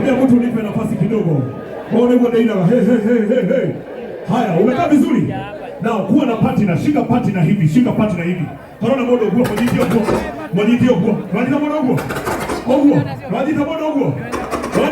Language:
Kikuyu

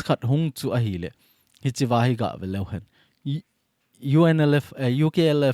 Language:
Thado Chin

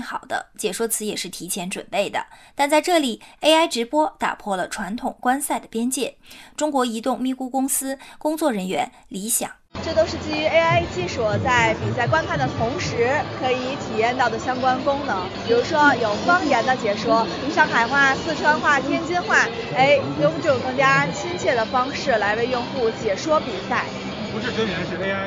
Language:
Chinese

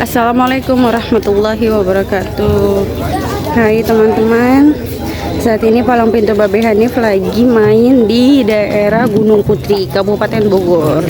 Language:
Betawi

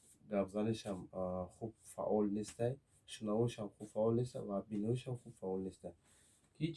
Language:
Tajik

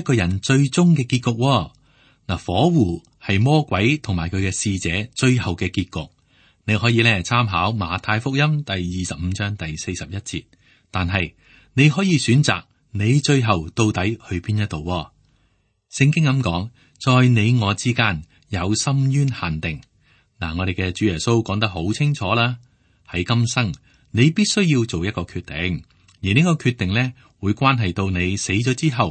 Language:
Cantonese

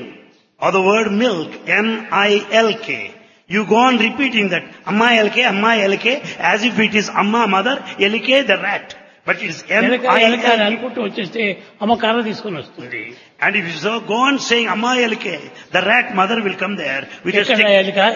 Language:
Telugu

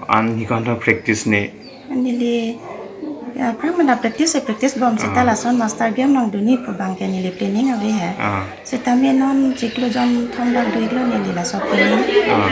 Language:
Karbi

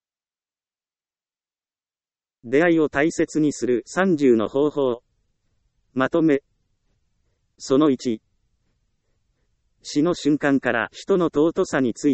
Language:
Japanese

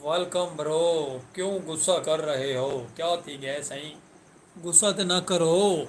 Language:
Saraiki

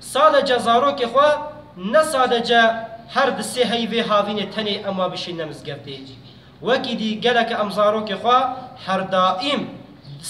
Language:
Kurdish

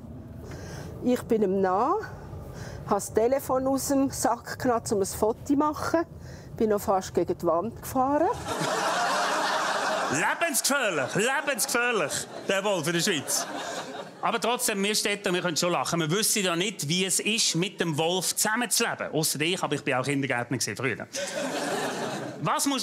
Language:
German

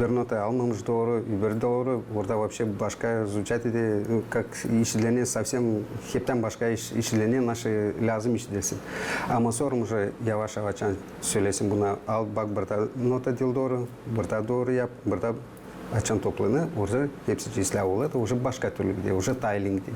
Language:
Gagauz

